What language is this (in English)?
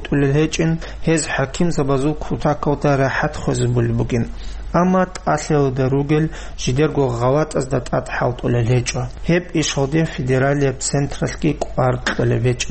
Avaric